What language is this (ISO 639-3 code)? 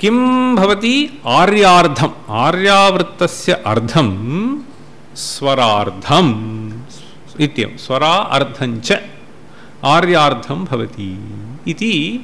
san